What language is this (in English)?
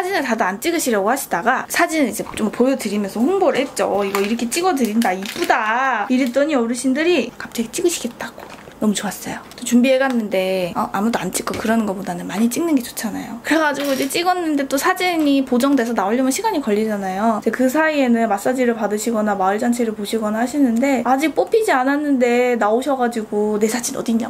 Korean